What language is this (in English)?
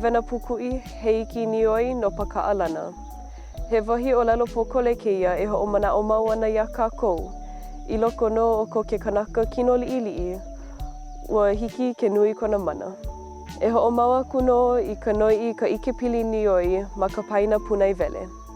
Hawaiian